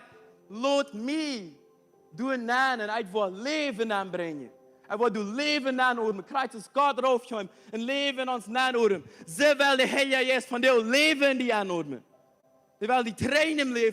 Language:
Plautdietsch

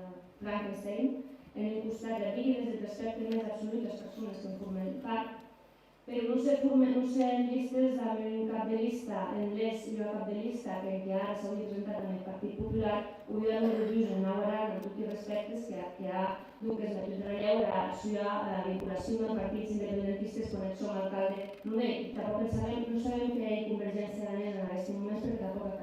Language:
Occitan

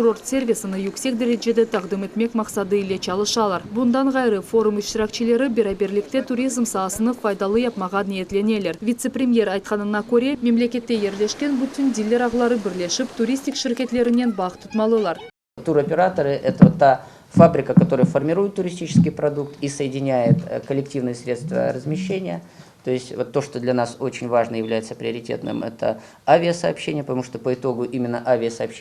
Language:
Crimean Tatar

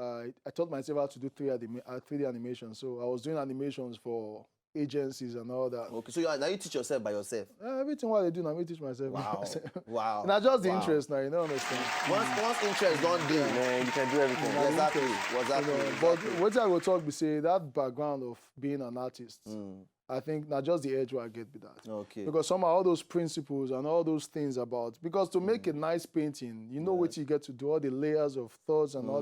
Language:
Nigerian Pidgin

